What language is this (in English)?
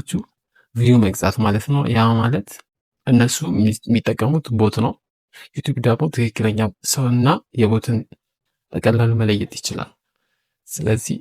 Amharic